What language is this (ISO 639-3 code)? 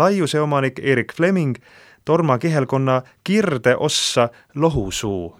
est